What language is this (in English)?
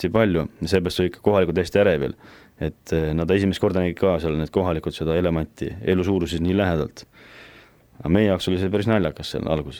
Estonian